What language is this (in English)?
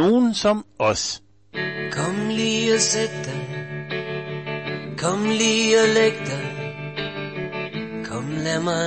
Danish